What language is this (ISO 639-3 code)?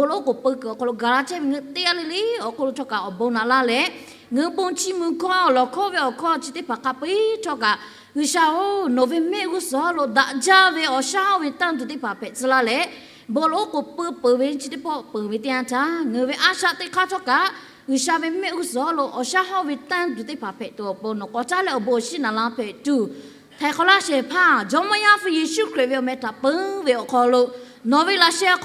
lhu